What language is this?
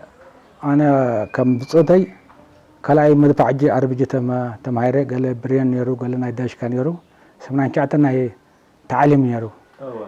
Tigrinya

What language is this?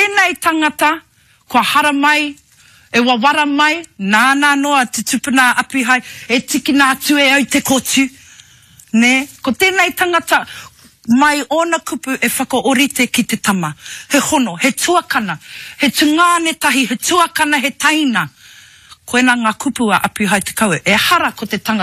Māori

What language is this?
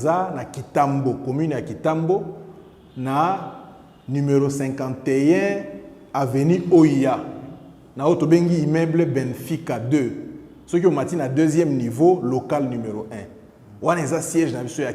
Lingala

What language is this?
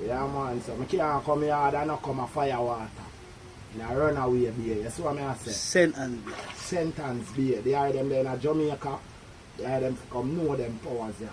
Jamaican Creole English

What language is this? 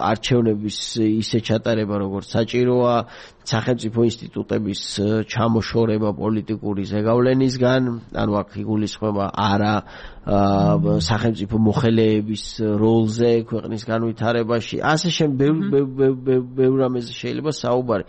Georgian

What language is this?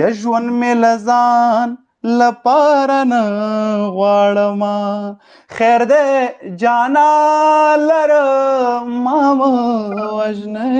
Pashto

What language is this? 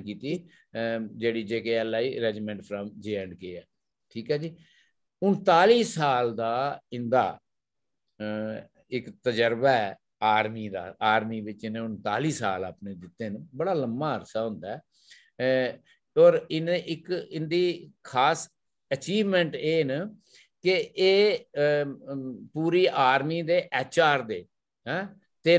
Dogri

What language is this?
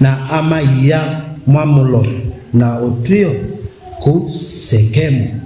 Kamba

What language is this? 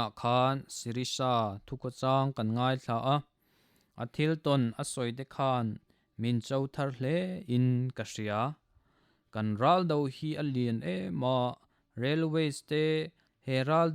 Mizo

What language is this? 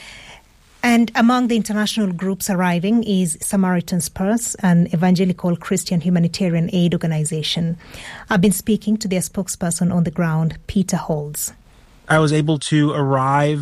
English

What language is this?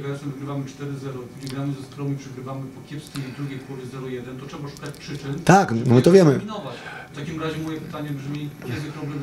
Polish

